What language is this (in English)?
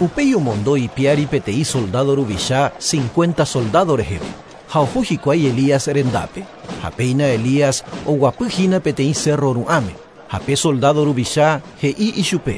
Guarani